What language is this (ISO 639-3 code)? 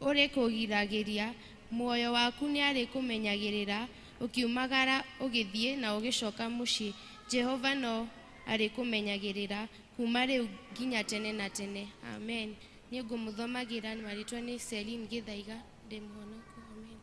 kik